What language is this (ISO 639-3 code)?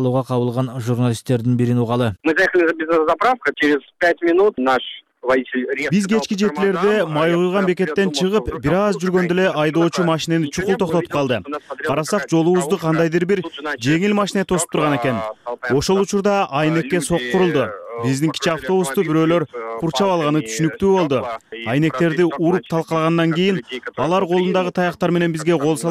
kir